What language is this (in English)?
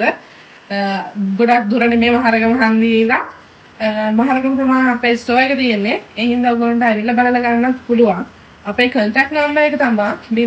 Sinhala